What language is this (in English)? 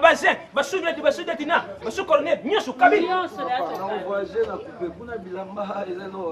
Lingala